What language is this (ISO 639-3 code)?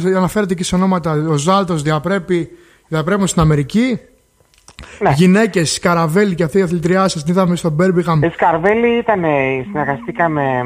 ell